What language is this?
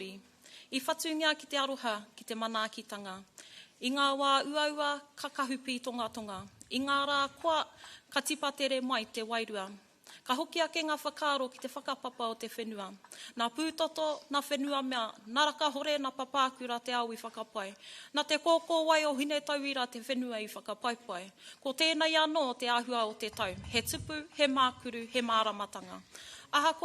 Māori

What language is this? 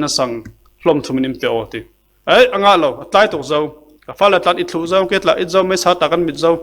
Falam Chin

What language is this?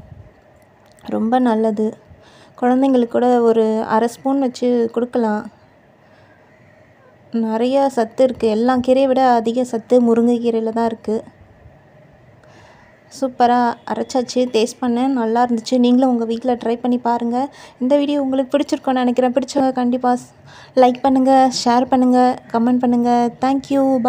Tamil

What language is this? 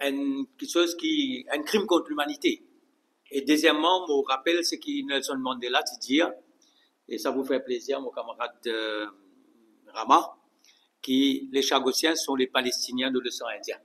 Morisyen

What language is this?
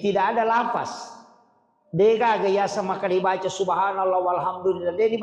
Buginese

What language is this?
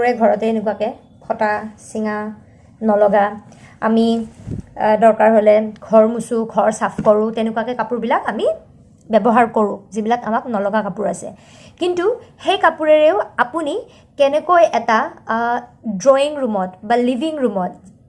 Assamese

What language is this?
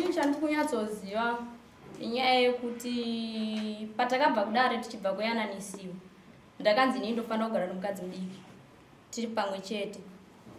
Shona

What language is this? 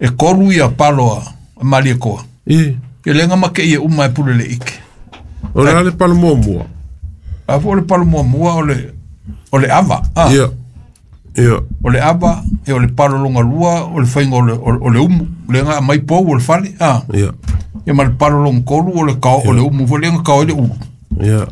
Samoan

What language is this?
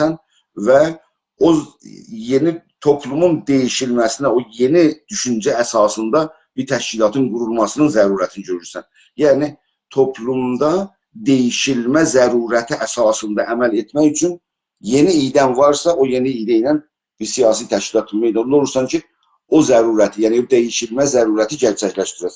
South Azerbaijani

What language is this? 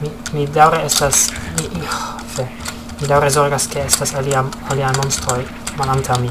Esperanto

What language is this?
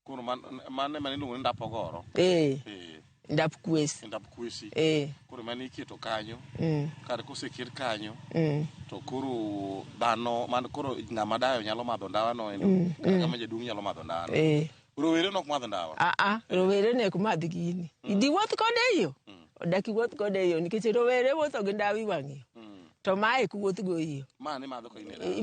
Luo (Kenya and Tanzania)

